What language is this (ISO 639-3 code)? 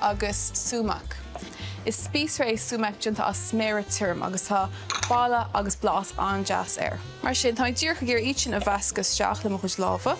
gle